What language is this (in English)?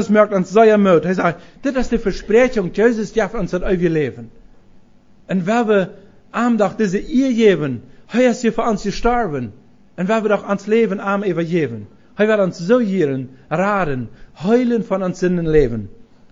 Plautdietsch